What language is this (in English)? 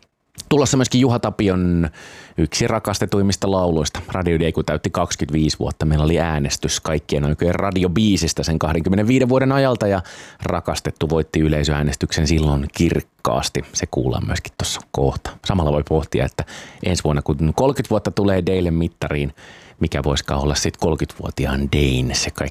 Finnish